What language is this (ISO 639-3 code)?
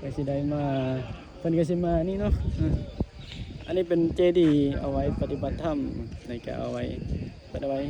tts